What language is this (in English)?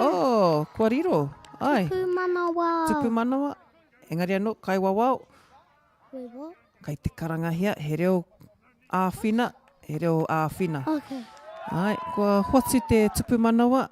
Māori